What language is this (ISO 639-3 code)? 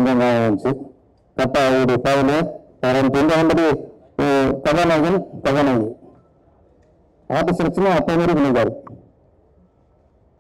tam